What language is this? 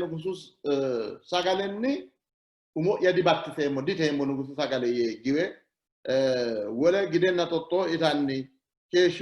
Sidamo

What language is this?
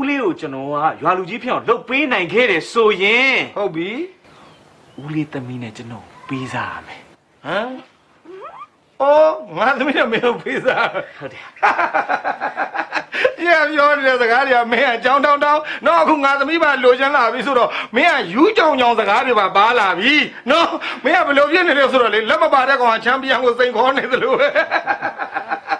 Burmese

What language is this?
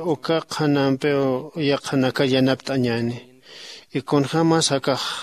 Aymara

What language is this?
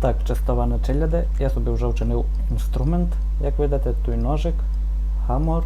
Rusyn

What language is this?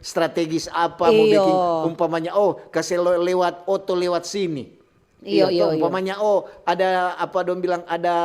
Manado Malay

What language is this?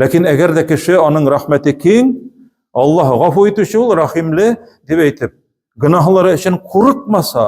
Tatar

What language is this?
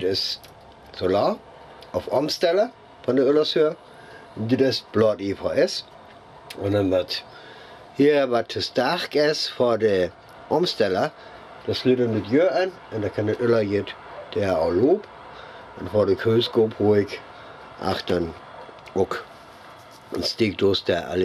Northern Frisian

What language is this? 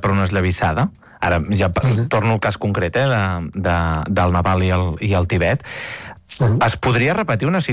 Catalan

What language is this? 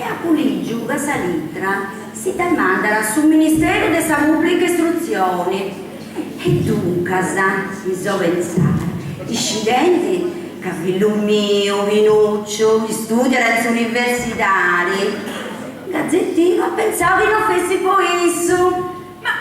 Sardinian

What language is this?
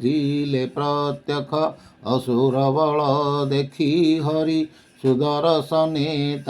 Odia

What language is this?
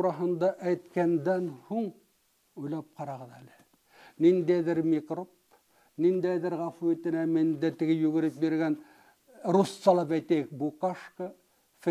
Bashkir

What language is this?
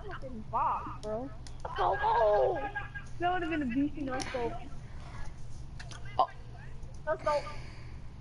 English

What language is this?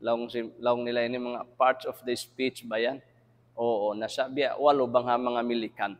Tausug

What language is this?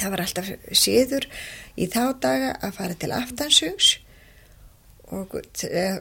Icelandic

